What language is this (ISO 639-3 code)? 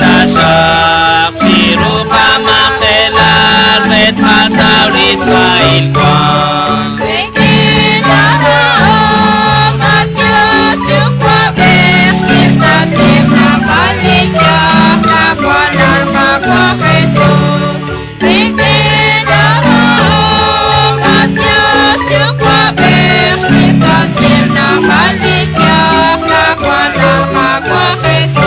kek